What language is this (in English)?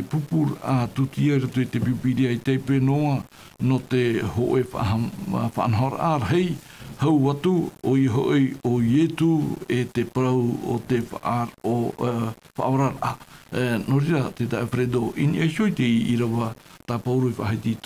Tahitian